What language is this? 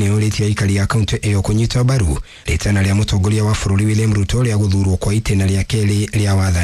Kikuyu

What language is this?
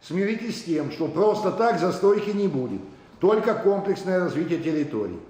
Ossetic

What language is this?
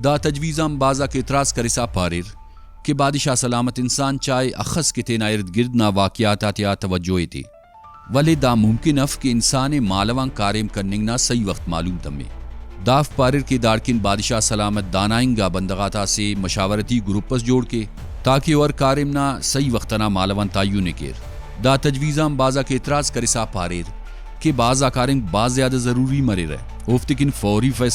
Brahui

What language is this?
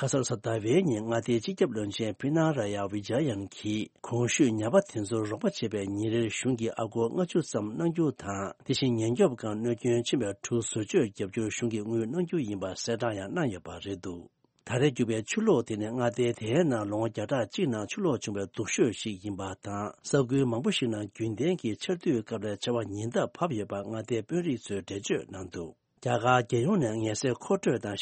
Tibetan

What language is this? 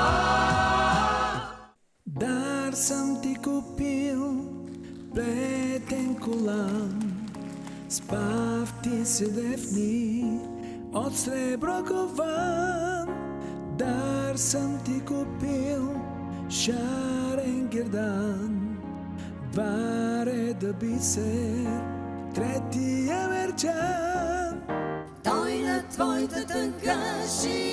Bulgarian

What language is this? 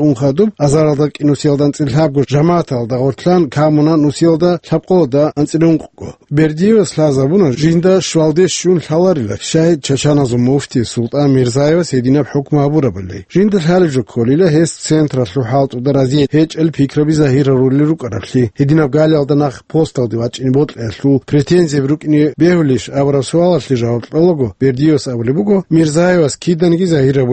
Avaric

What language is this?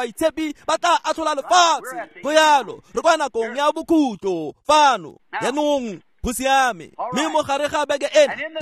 Tswana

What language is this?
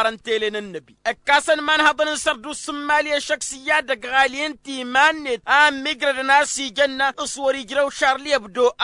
Tamasheq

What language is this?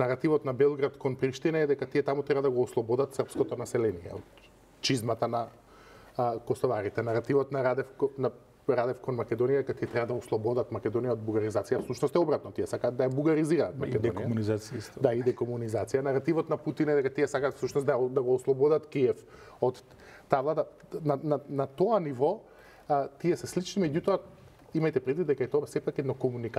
Macedonian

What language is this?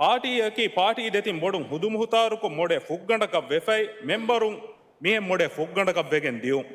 Divehi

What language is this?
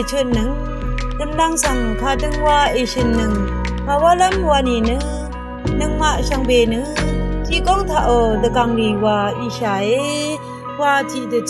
Rawang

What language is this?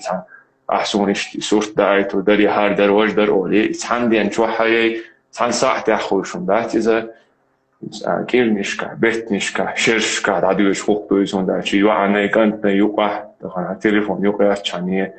Chechen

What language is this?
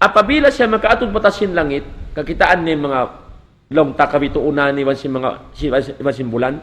Tausug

